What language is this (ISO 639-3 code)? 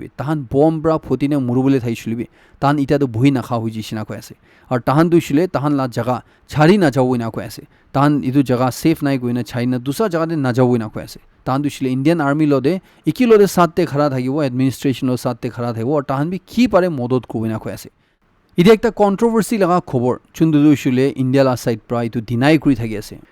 nag